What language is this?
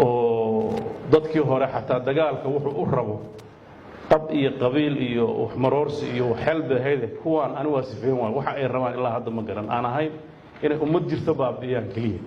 Somali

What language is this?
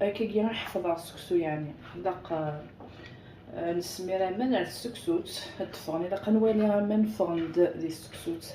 Kabyle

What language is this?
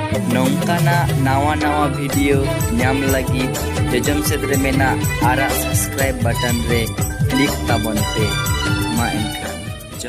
Santali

